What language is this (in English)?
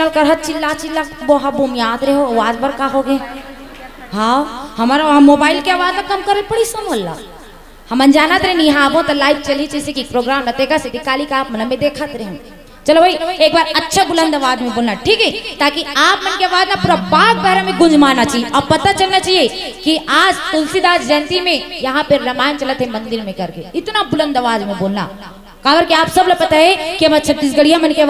Chhattisgarhi